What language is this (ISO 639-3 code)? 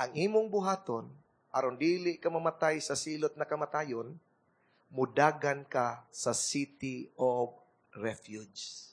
ceb